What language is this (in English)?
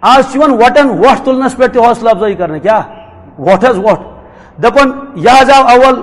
Kashmiri